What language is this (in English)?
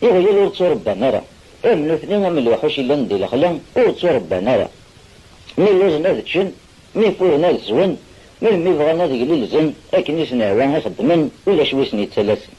Kabyle